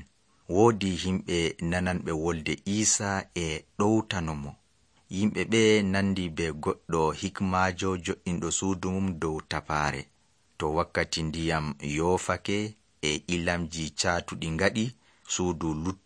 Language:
Nigerian Fulfulde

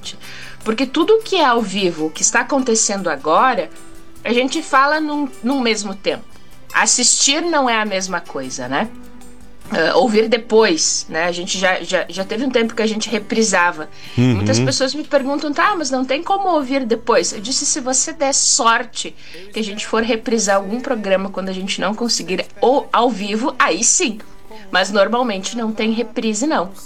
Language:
Portuguese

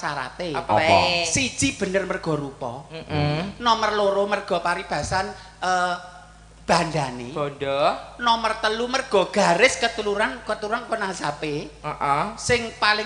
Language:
Javanese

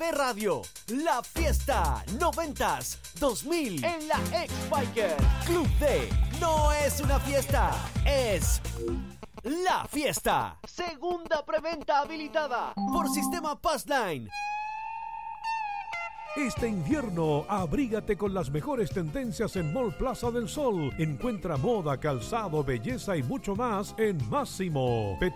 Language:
Spanish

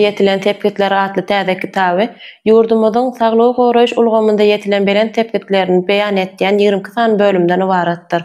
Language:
Turkmen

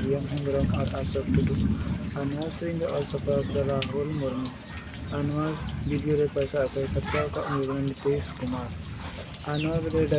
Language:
Santali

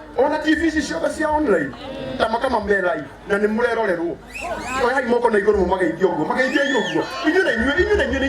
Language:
Kikuyu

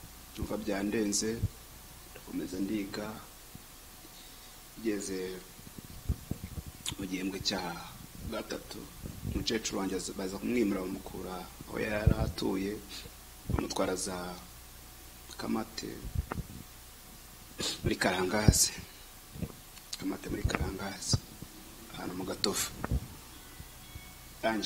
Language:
Kinyarwanda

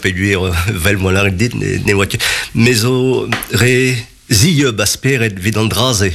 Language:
Breton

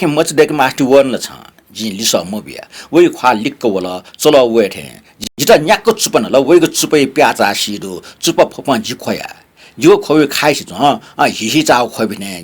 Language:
Newari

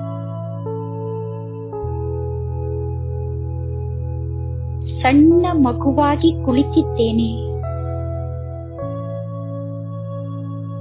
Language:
Kannada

